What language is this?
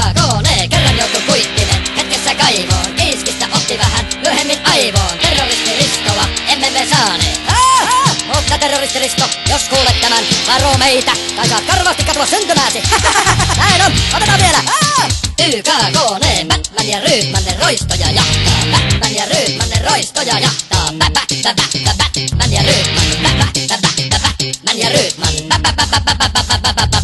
Finnish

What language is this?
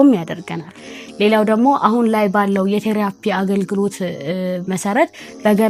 Amharic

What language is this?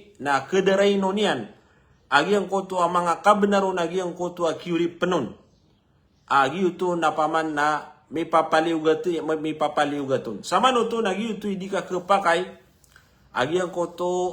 Maranao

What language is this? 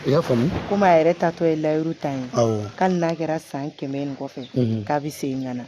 Bambara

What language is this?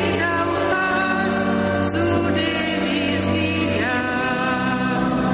Basque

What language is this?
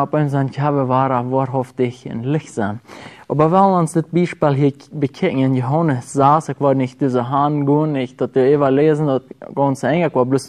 Plautdietsch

